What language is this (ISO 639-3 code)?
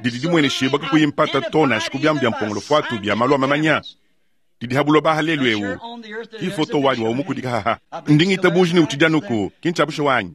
lua